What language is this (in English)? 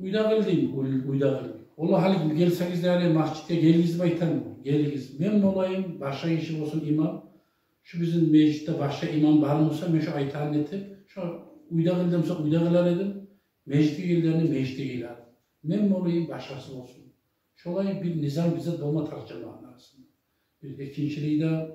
Kumyk